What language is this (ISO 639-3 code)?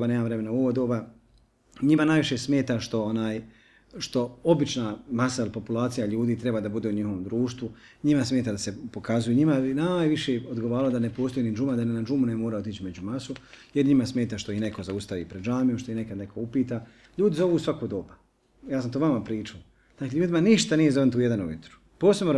bos